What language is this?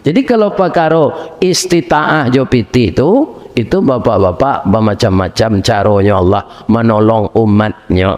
Minangkabau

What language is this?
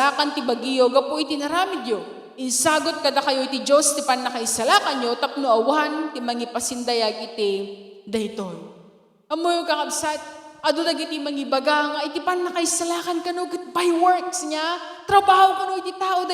Iloko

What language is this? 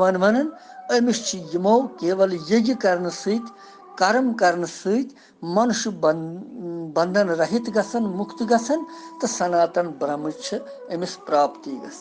Kashmiri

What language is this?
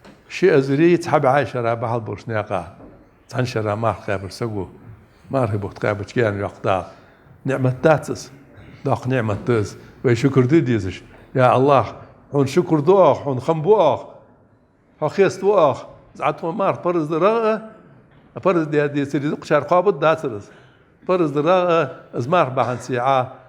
Ingush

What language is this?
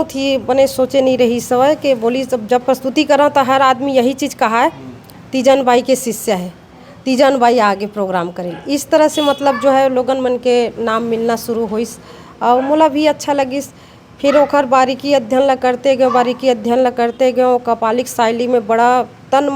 Chhattisgarhi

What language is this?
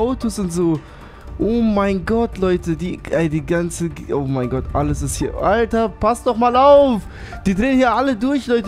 German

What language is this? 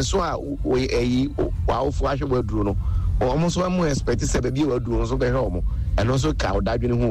Akan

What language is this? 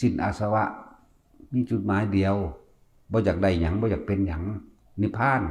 Northeastern Thai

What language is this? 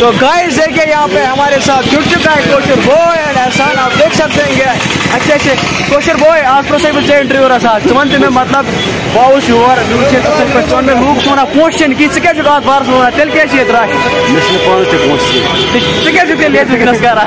Kashmiri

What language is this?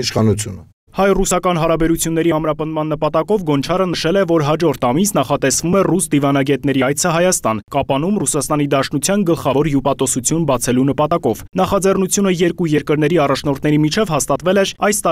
Armenian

